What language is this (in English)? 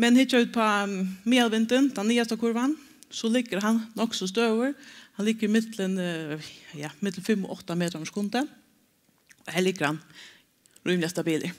Faroese